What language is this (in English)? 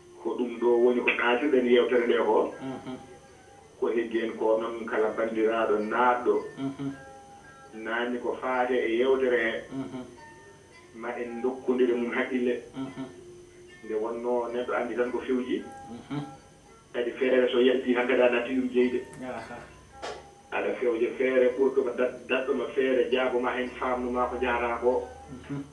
Fula